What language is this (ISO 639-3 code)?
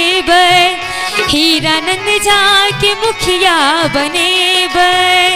mai